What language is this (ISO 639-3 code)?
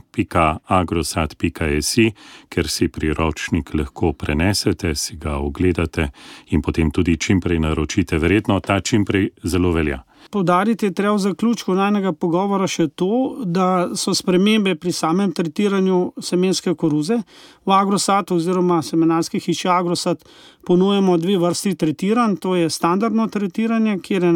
slv